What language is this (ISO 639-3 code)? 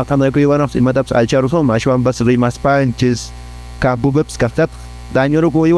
que